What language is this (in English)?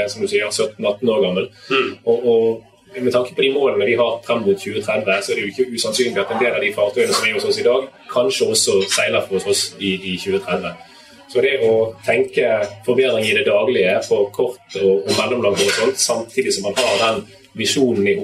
Norwegian